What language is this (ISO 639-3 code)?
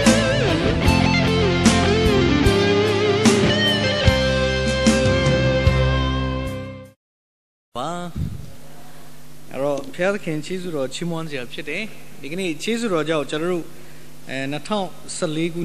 mya